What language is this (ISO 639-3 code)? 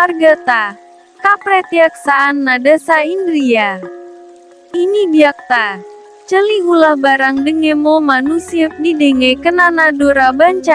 sun